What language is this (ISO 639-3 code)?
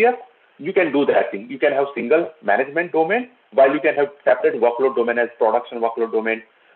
eng